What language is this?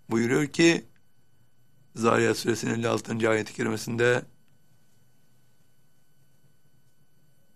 Turkish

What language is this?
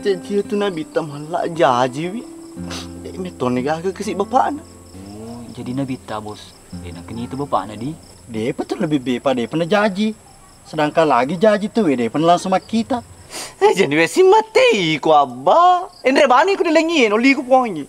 Buginese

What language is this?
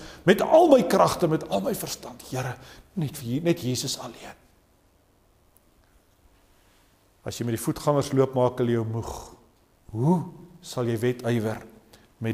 Afrikaans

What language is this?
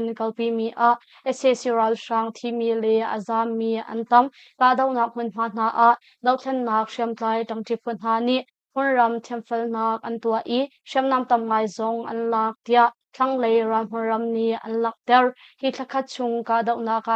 Hakha Chin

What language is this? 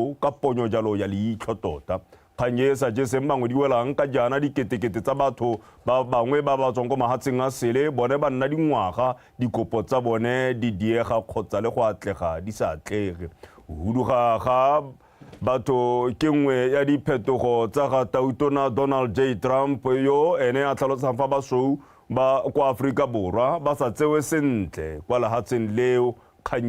Tswana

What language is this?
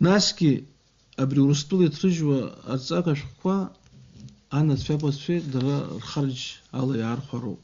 Abkhazian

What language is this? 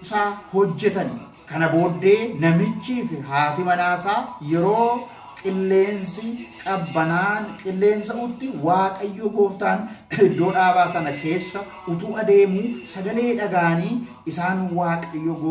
Oromo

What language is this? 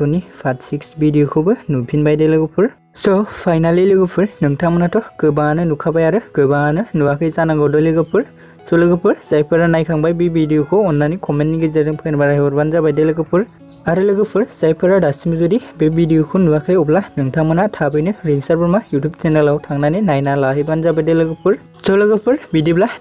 Bodo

